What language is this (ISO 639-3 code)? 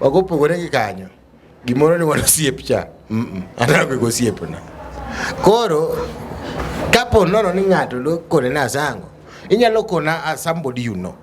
luo